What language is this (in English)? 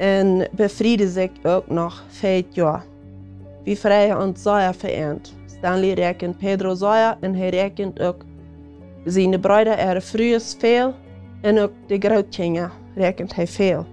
Plautdietsch